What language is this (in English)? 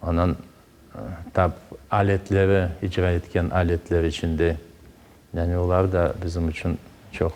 Crimean Tatar